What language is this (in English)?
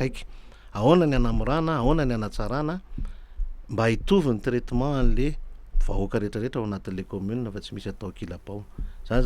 Malagasy